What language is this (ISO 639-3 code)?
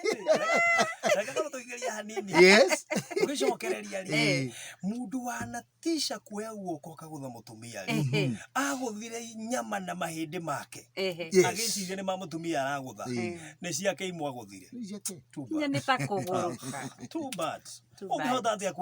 kik